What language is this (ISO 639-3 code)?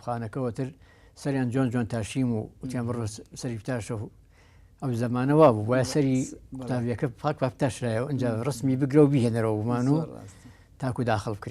ckb